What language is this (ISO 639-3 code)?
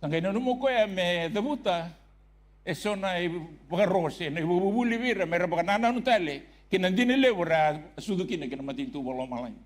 fij